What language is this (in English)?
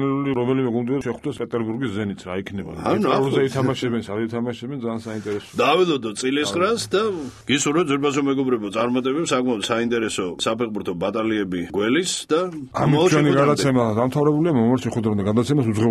Georgian